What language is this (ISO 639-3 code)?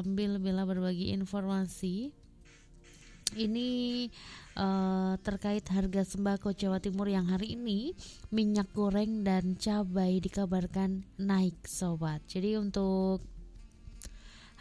ind